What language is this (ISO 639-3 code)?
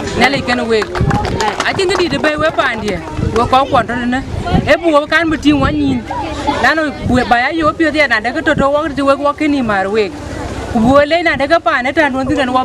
din